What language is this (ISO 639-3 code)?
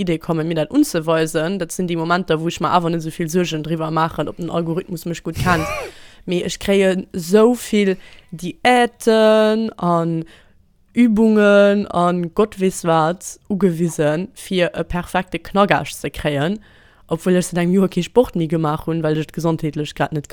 ltz